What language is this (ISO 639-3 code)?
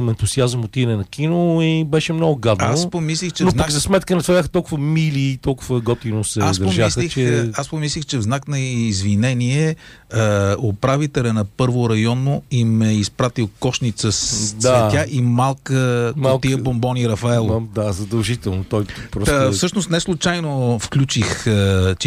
bul